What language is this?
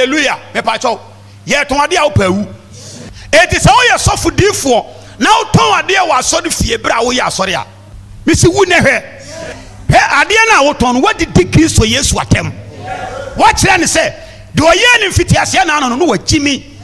Akan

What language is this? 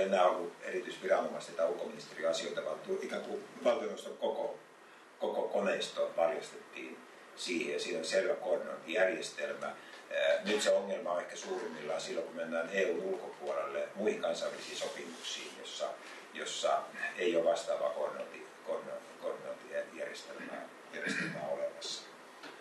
Finnish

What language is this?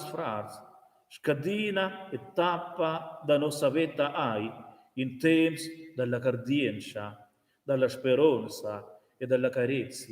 Romansh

